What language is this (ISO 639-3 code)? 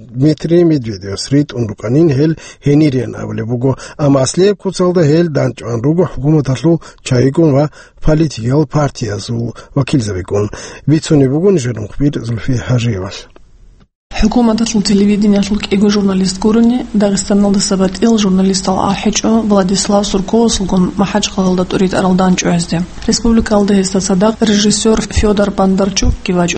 ava